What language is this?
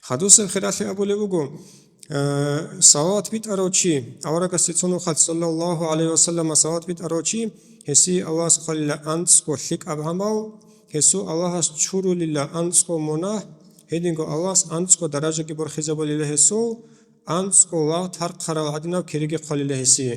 Avaric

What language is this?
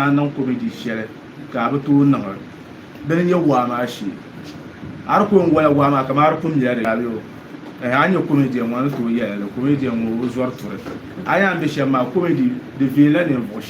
Dagbani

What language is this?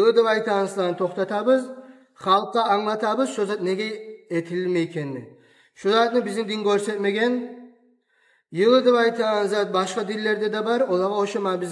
Kumyk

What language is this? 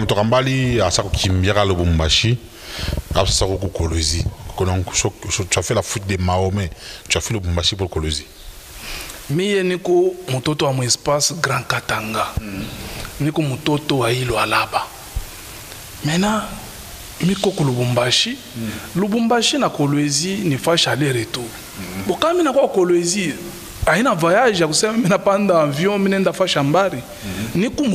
Swahili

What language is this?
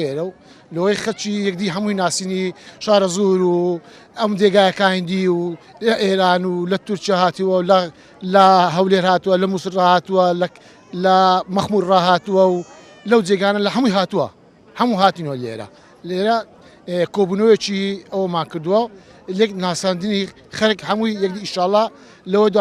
Central Kurdish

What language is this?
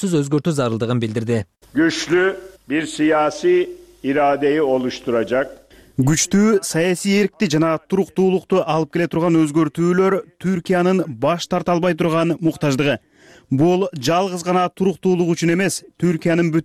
Kyrgyz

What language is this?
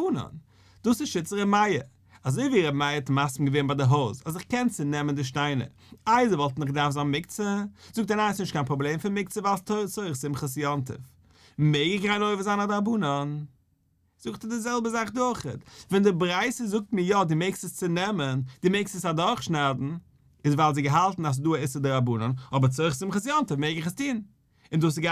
Yiddish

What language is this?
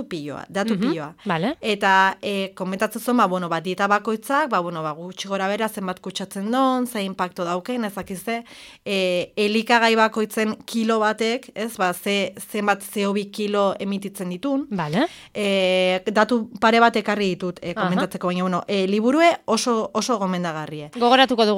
Basque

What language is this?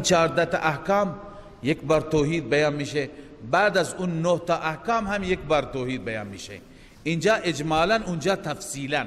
Persian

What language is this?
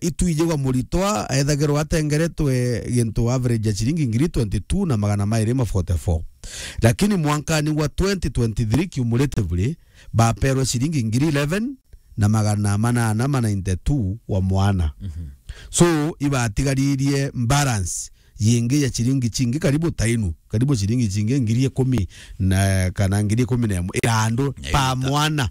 Meru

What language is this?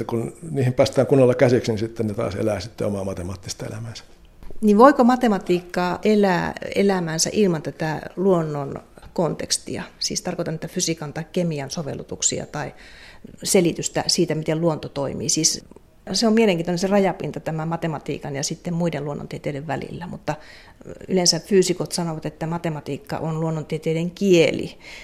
Finnish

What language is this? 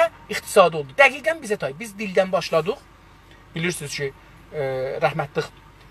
South Azerbaijani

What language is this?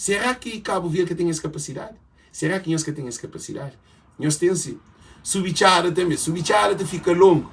Kabuverdianu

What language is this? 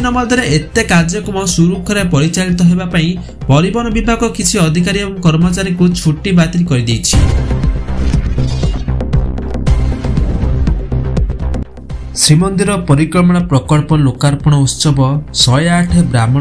Odia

